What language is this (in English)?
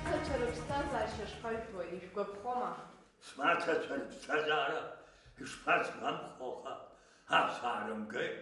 Abkhazian